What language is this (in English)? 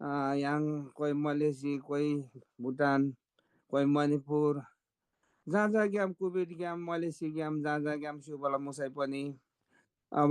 Eastern Tamang